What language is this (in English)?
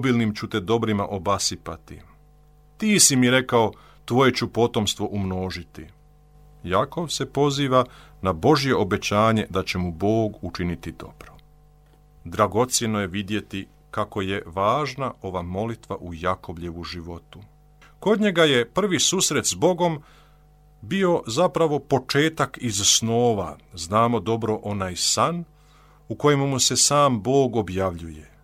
Croatian